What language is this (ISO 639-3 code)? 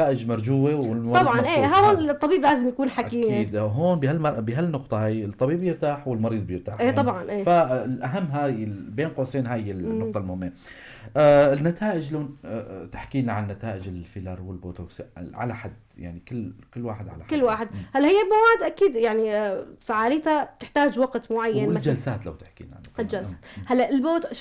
apc